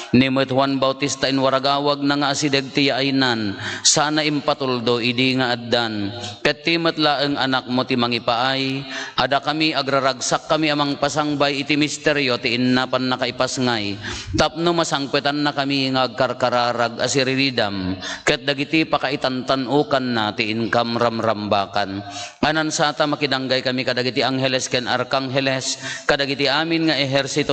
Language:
Iloko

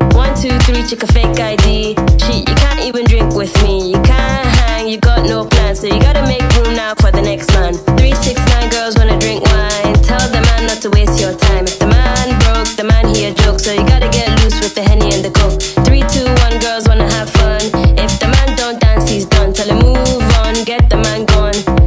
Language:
English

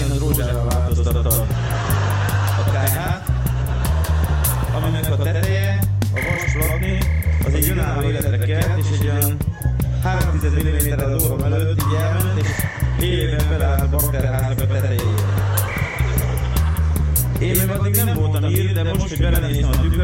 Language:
Hungarian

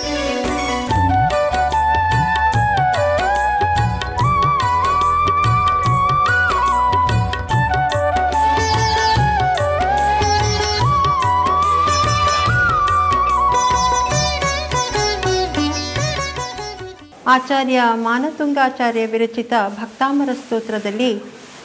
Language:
Kannada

